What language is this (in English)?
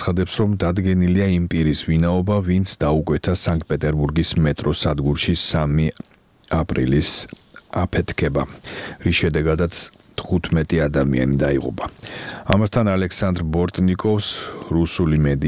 Georgian